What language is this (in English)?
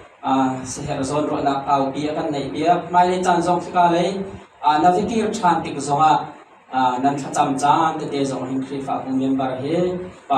Hakha Chin